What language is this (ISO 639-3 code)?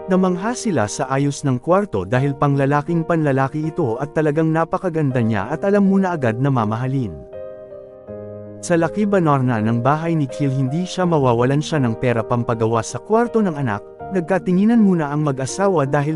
fil